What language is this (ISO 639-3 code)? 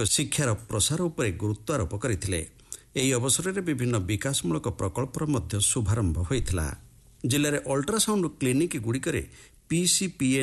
ori